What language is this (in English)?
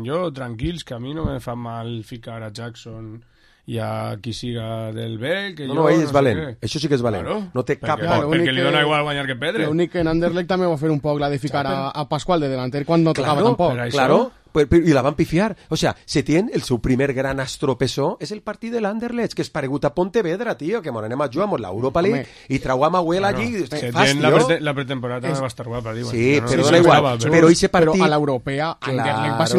Catalan